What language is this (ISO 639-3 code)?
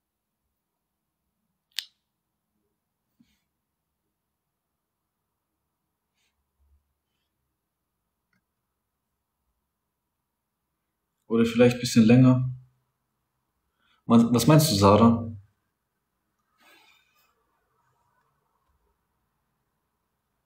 deu